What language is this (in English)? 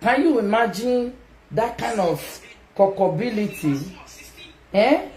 Nigerian Pidgin